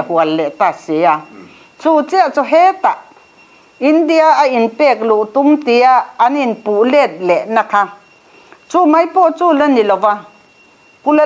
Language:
Mizo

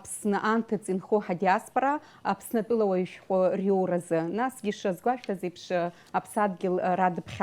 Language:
Abkhazian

